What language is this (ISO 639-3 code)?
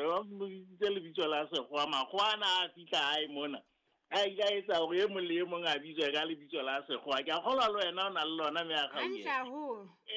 sot